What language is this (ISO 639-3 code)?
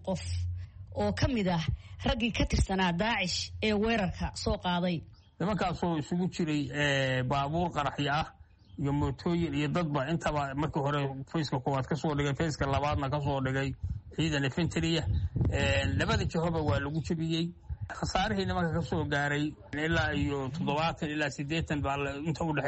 som